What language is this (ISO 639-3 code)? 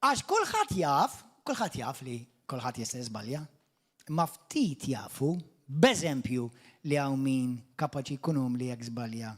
mlt